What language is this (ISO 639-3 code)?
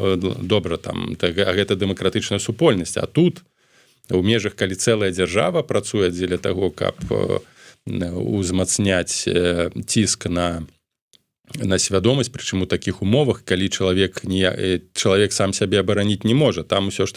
bel